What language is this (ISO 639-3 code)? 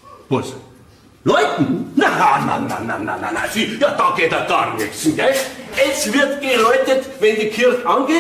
bar